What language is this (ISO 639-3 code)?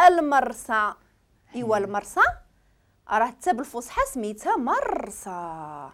ary